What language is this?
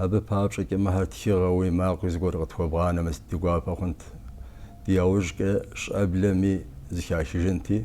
Kabardian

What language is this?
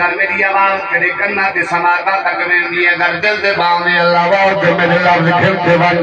Saraiki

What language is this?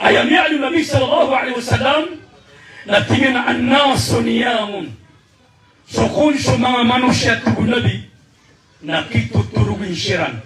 Maranao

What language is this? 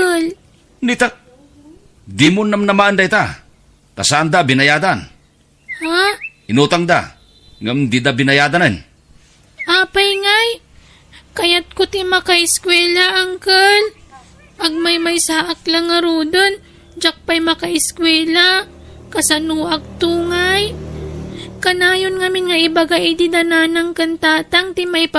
Iloko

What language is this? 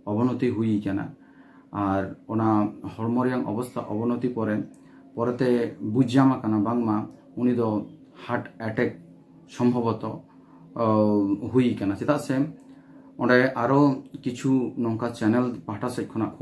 Santali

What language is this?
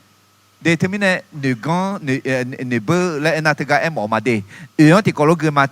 Akha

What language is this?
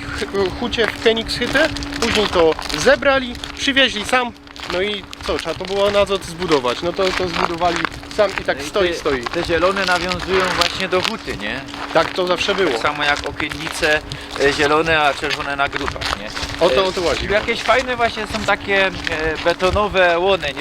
Silesian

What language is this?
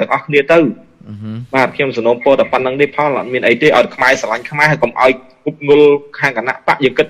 Khmer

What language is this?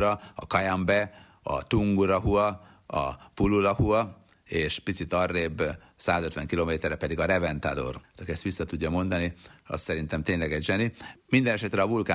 Hungarian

